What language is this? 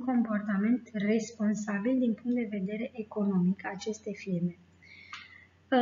Romanian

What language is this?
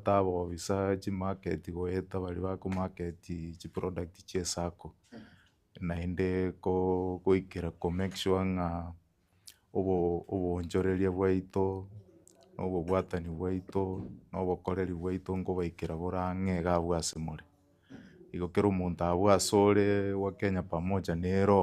Gusii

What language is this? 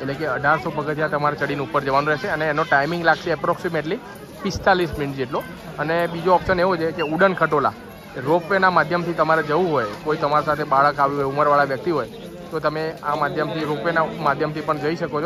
Gujarati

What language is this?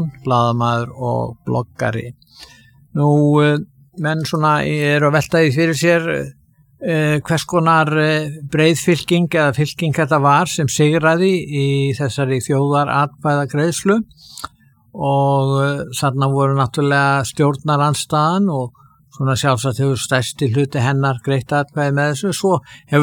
Icelandic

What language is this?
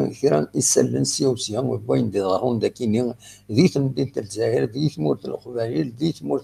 Kabyle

